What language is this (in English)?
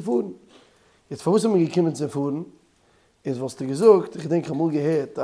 Yiddish